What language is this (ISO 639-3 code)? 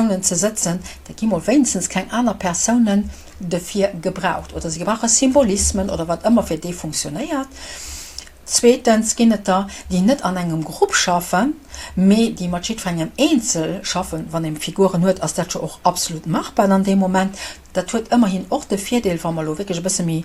ltz